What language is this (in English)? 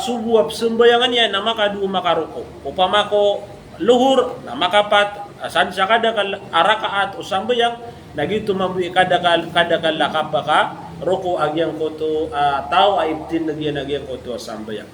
Maranao